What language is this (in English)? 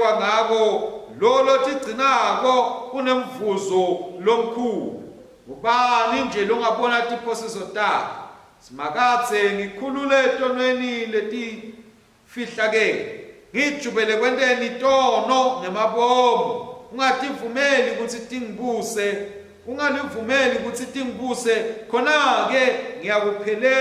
Swati